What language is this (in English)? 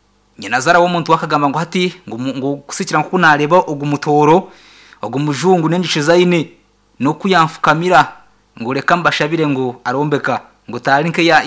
Nyankole